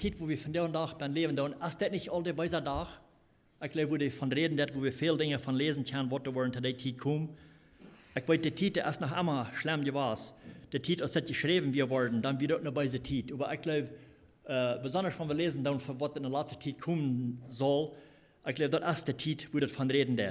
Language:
Plautdietsch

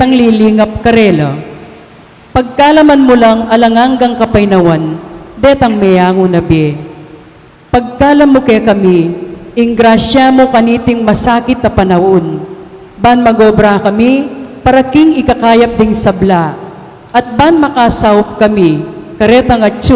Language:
Pampanga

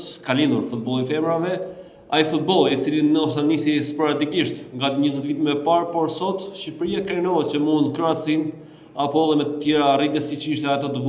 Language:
Albanian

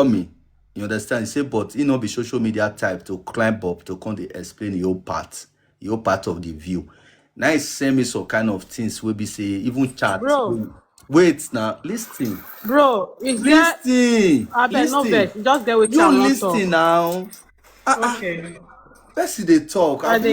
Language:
Nigerian Pidgin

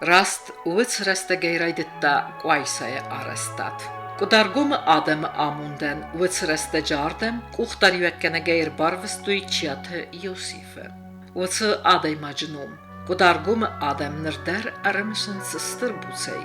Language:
Ossetic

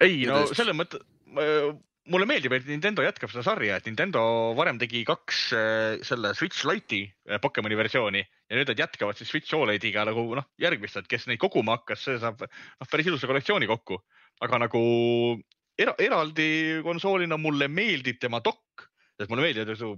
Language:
Estonian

